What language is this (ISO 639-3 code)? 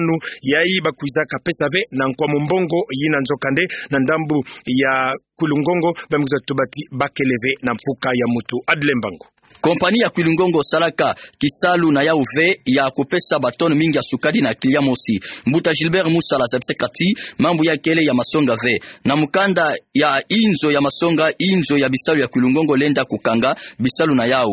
ktu